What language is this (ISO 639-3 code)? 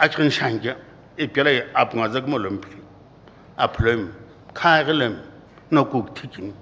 nsm